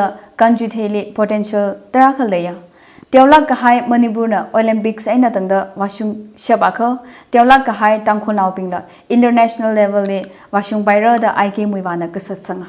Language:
Tangkhul Naga (India)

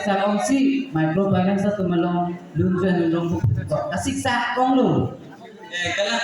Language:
Karbi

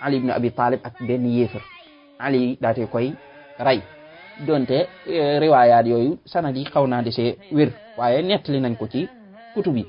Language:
Wolof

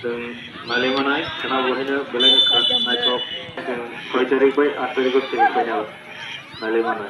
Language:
Kok Borok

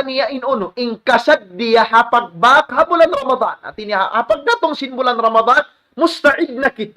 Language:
Tausug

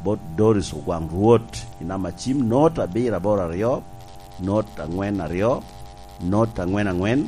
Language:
Lango (Uganda)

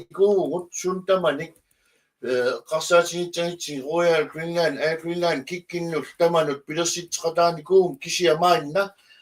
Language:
Kalaallisut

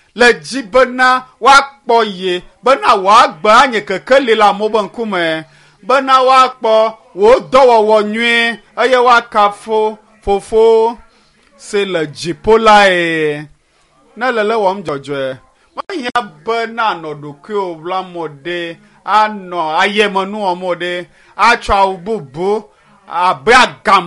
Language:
Ewe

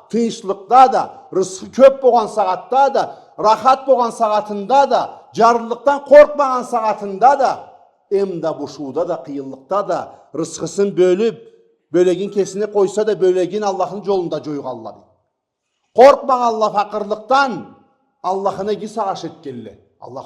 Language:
Karachay-Balkar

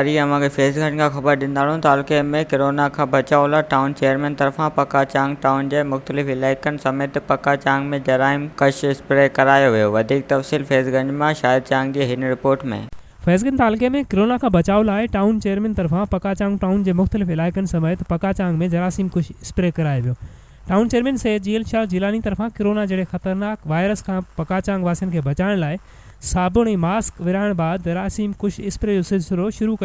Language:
Sindhi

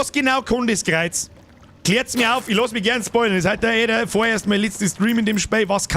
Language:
Bavarian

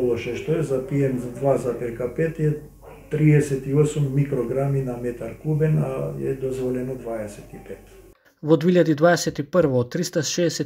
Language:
Macedonian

